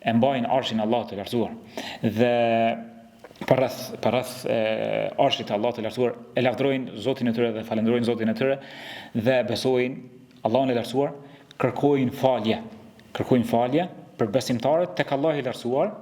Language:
Albanian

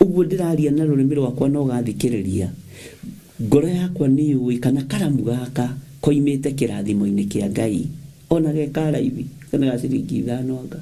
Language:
Kikuyu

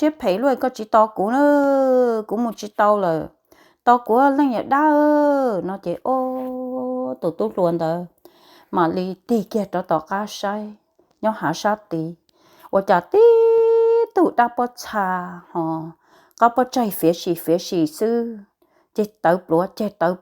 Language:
Hmong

